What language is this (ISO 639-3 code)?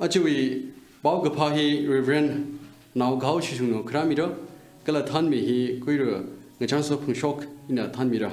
nmf